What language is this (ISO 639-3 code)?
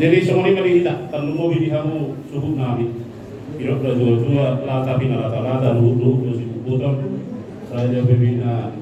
bbc